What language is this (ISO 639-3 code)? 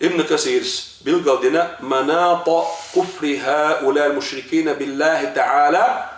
che